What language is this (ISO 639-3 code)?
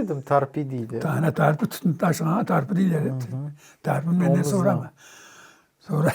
crh